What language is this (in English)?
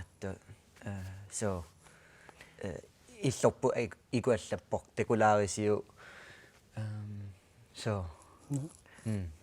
Kalaallisut